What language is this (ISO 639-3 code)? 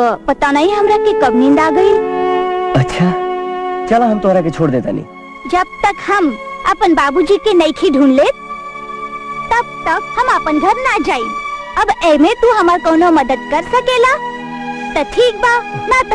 bho